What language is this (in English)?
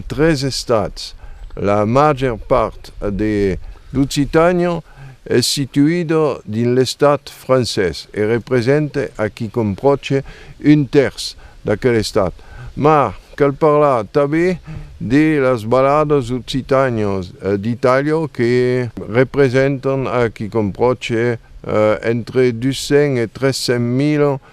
Occitan